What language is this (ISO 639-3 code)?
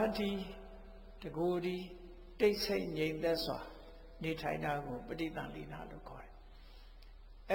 mya